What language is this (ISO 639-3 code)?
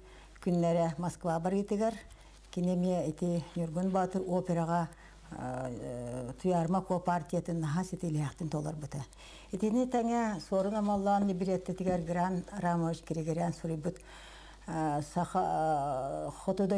sah